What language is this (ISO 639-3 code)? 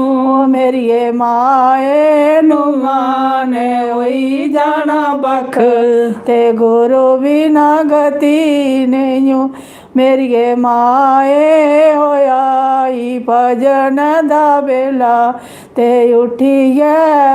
doi